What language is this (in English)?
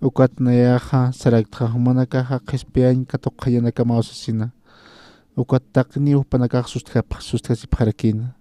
Aymara